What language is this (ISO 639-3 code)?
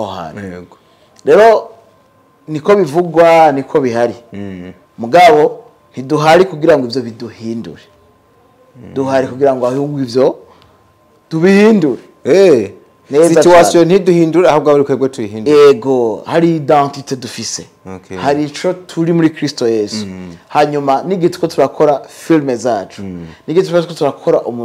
run